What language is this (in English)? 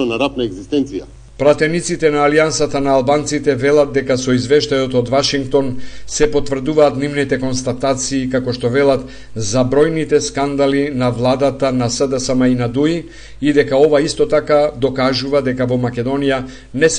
Macedonian